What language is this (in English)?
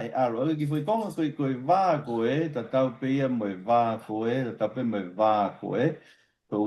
Tongan